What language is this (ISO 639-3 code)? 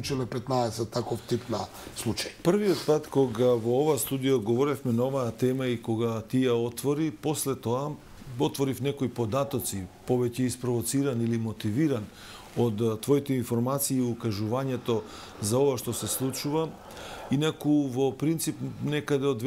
mkd